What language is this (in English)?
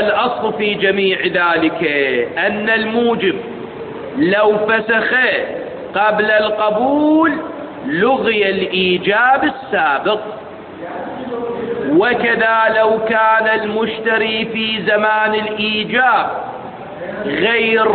Arabic